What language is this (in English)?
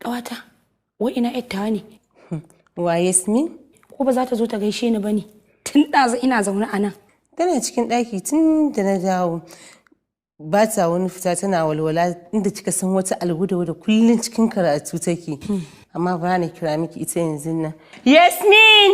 Hausa